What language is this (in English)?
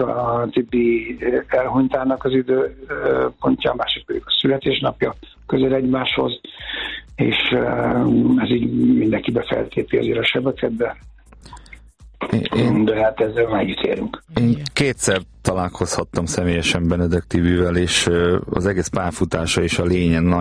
Hungarian